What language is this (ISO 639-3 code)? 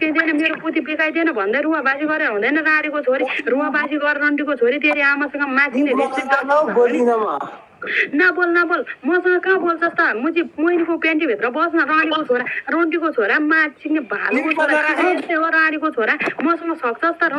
nep